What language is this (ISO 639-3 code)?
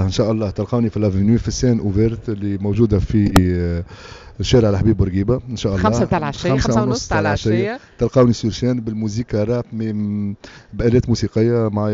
aeb